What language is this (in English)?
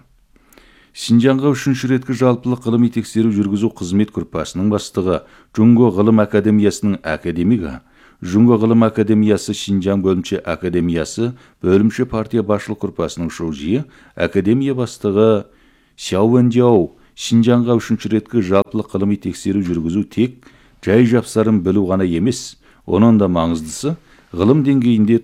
Kazakh